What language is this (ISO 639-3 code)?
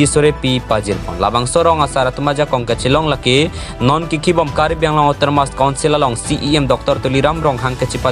mjw